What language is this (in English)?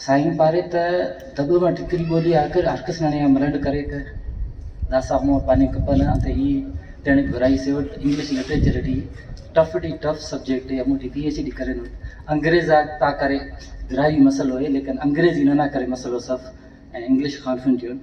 Brahui